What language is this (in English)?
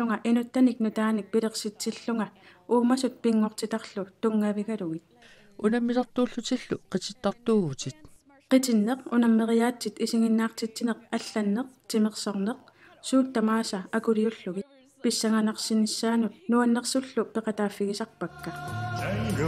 Kalaallisut